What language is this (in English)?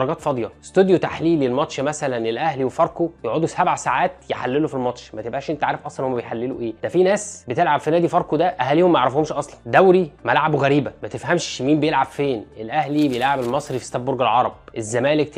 Egyptian Arabic